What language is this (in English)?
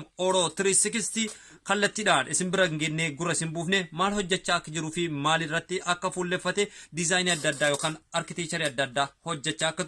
Oromo